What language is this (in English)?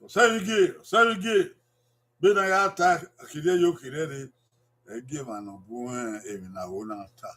Bini